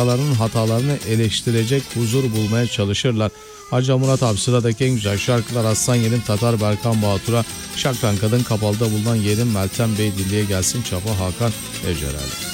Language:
Turkish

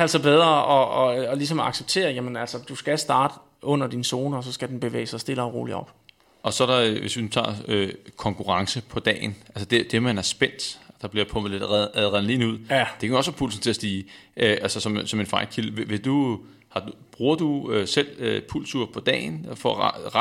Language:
Danish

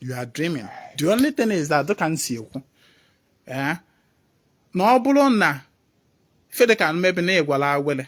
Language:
Igbo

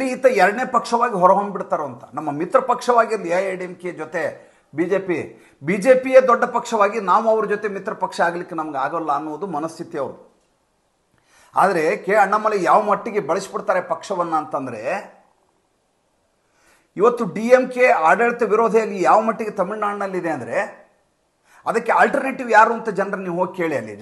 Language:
Kannada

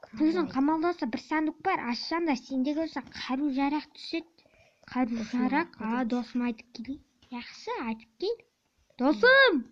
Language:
Kazakh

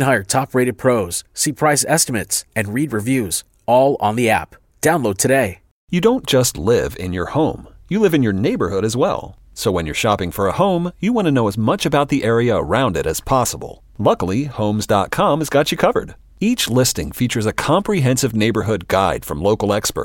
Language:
English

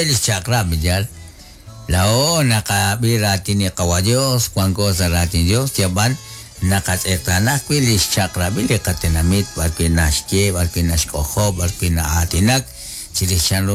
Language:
Kekchí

